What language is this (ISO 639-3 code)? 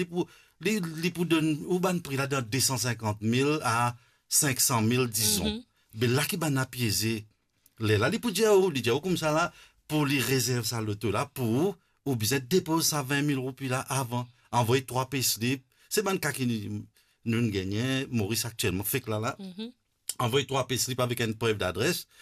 mfe